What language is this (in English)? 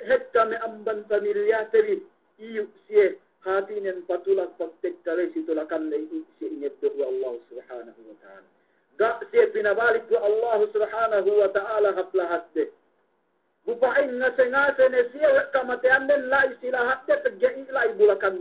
Yakan